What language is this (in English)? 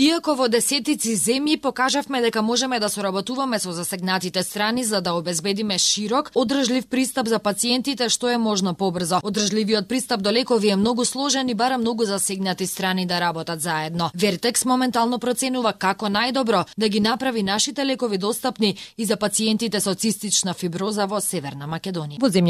Macedonian